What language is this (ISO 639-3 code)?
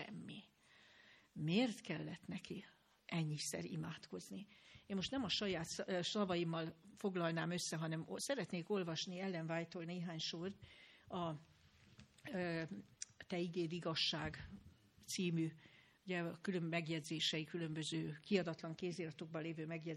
hun